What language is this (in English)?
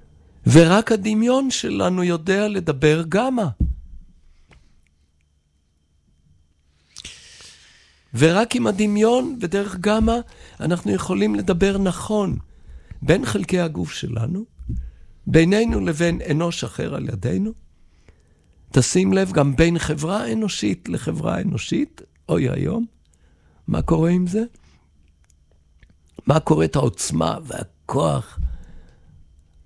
Hebrew